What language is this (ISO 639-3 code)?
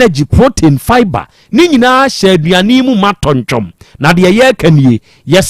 aka